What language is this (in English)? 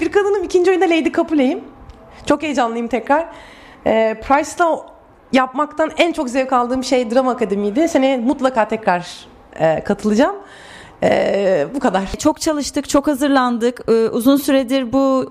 Turkish